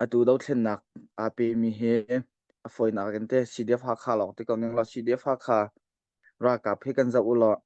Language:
Hakha Chin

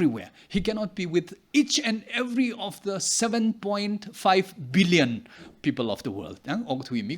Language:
Tangkhul Naga (India)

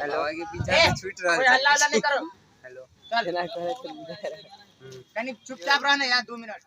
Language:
Maithili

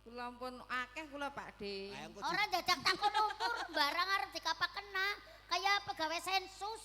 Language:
Javanese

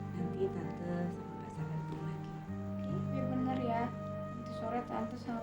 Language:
Betawi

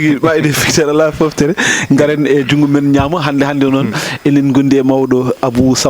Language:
Fula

